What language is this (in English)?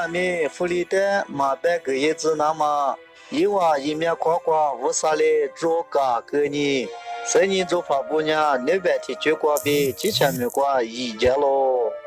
Lisu